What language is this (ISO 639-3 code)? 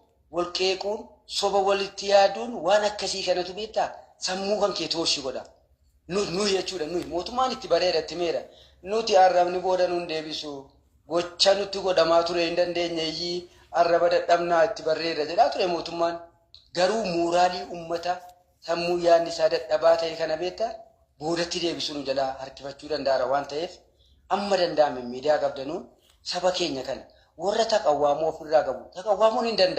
orm